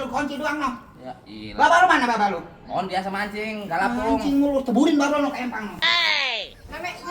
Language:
Betawi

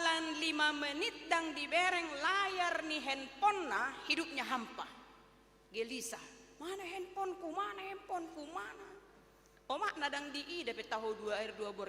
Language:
Batak Toba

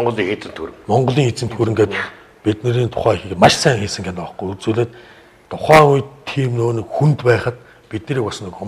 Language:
Mongolian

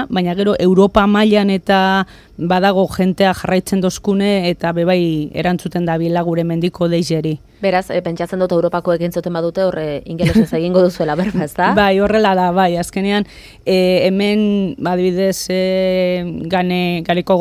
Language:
Basque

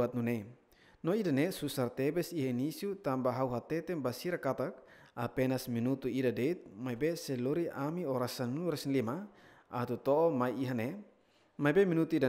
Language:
Tetum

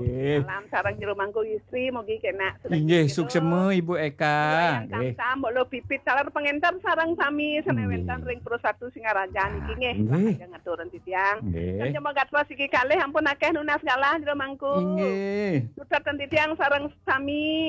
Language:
Balinese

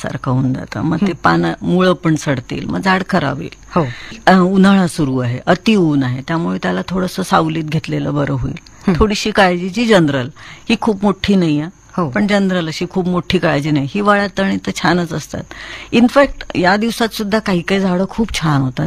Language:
Marathi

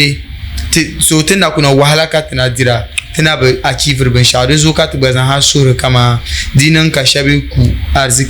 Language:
Dagbani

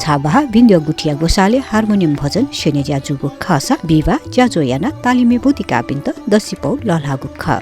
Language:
Newari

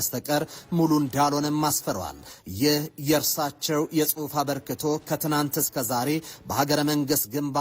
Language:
Amharic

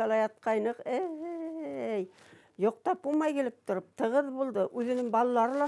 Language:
Bashkir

